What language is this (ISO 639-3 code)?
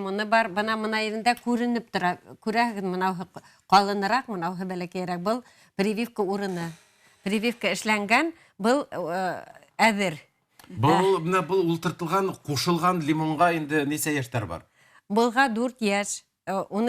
bak